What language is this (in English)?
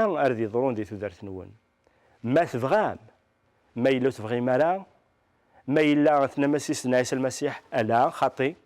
Kabyle